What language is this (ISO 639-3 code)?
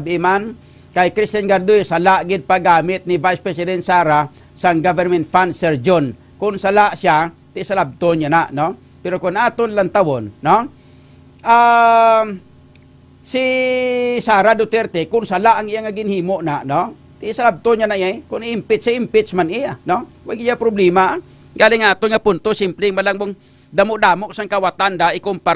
hil